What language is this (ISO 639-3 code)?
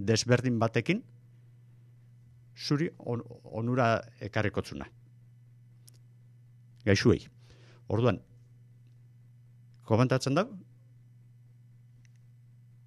eus